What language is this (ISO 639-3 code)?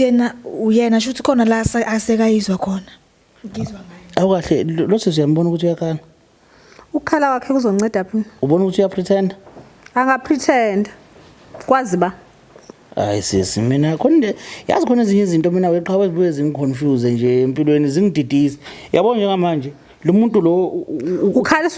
zul